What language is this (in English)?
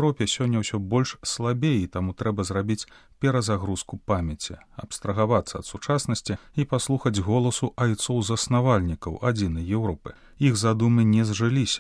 Belarusian